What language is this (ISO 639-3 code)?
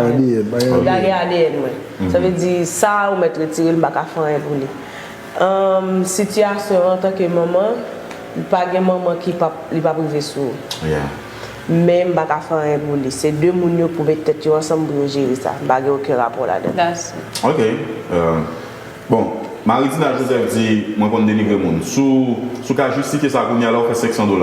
hat